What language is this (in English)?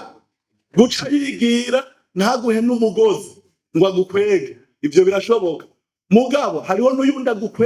Rundi